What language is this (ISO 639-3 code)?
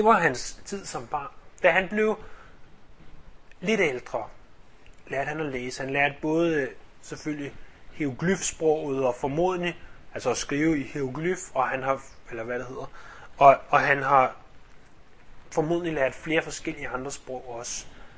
dan